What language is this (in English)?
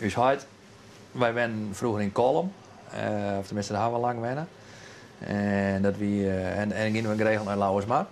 Western Frisian